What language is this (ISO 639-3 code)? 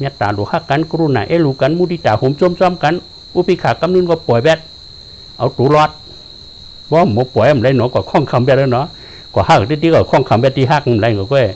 shn